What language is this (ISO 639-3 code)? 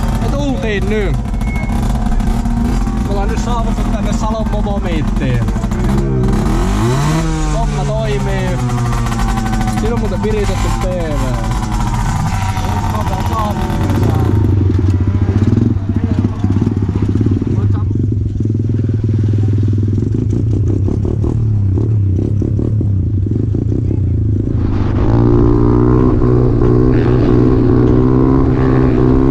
fin